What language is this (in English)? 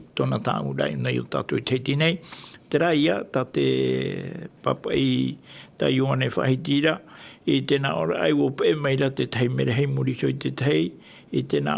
Tahitian